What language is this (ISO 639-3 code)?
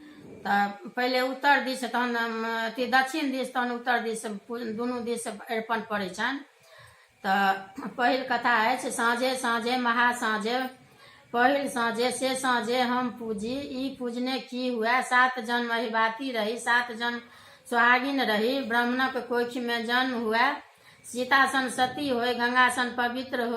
mai